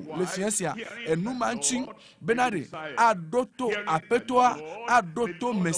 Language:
Ewe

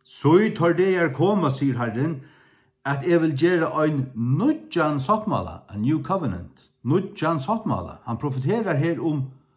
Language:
Faroese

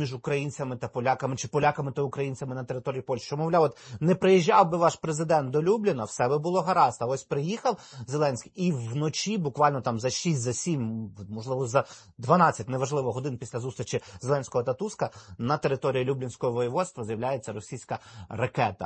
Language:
Ukrainian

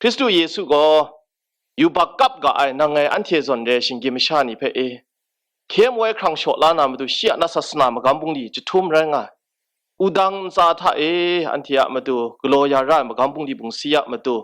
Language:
Kachin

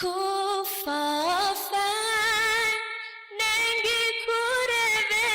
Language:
Divehi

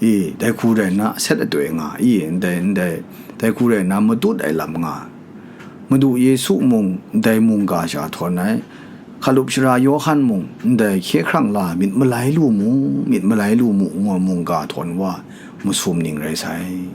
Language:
Kachin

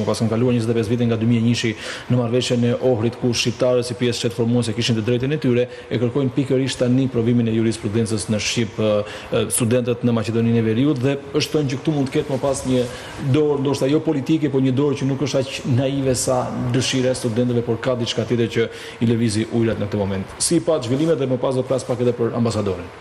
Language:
Albanian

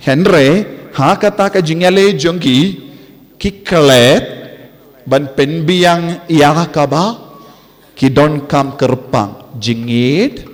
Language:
Khasi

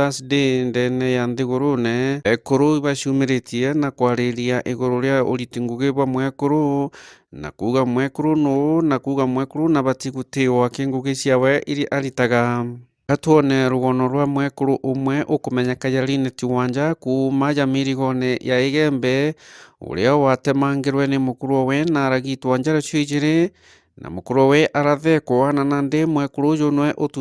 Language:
Meru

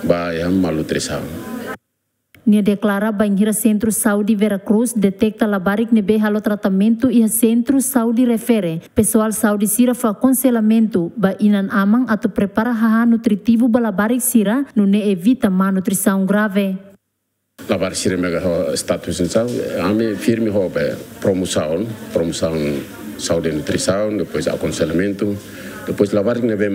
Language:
Tetum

